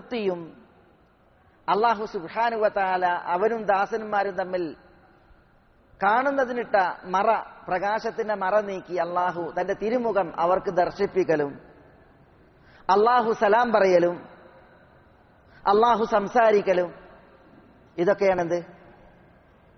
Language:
Malayalam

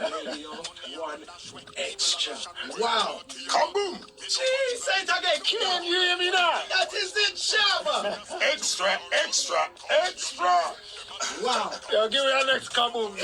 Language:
Jamaican Creole English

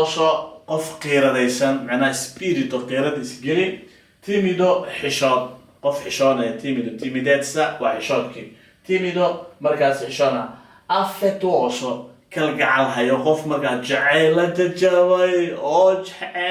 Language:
Somali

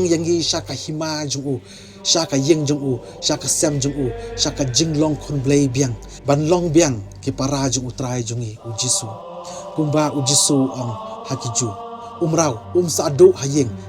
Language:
Khasi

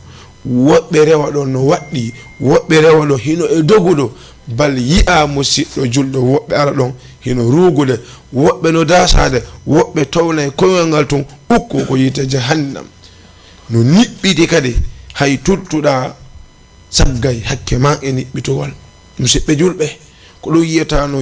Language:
Fula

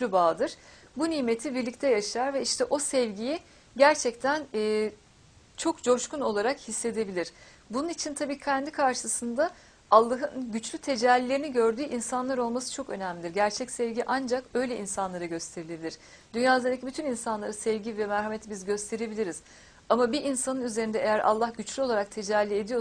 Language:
Turkish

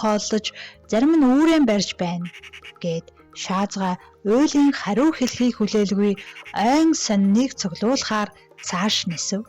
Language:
Mongolian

